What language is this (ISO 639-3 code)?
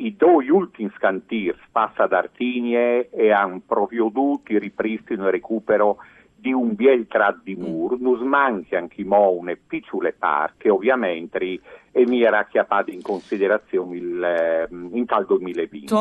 fur